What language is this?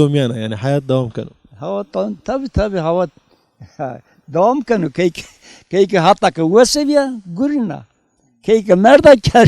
Zaza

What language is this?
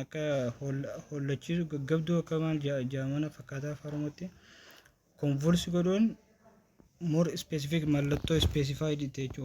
Oromo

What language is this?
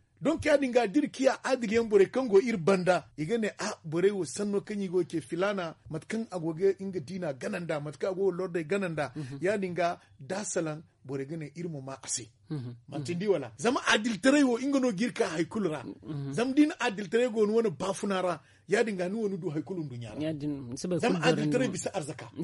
Zarma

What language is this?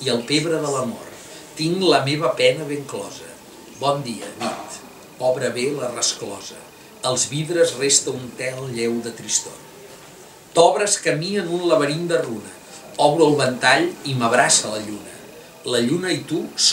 Catalan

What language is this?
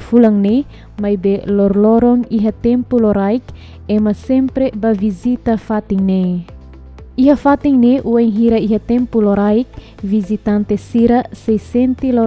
Tetum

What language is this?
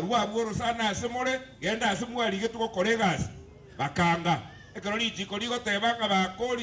Gusii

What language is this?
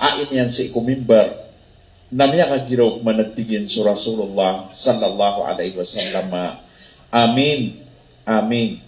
Maranao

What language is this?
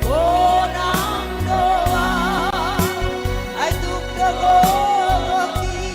Batak Simalungun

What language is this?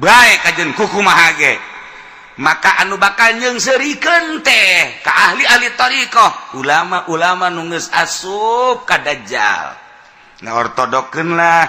Sundanese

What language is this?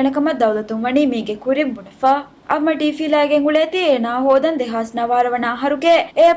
Divehi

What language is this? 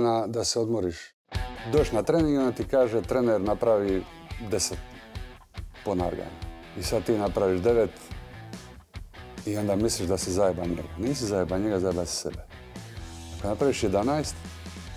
Croatian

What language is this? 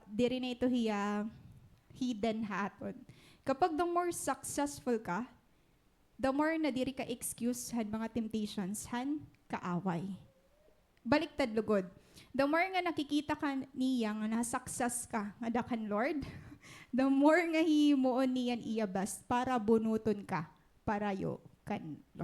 Waray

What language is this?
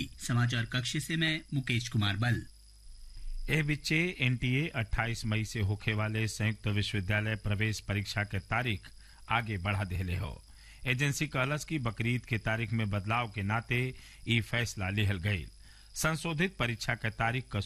Bhojpuri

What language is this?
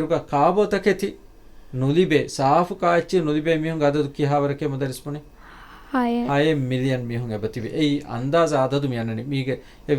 Divehi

